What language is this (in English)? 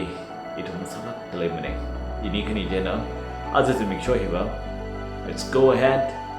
Tangkhul Naga (India)